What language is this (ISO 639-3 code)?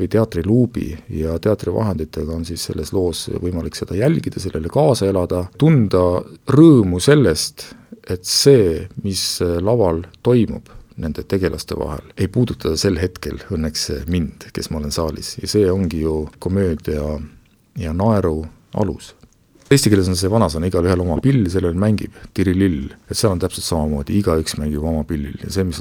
est